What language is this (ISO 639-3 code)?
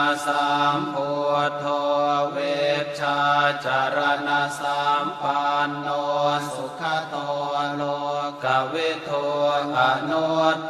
pli